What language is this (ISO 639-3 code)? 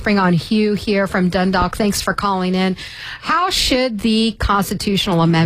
eng